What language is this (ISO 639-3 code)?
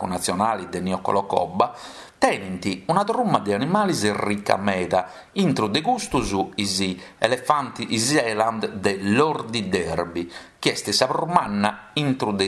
srd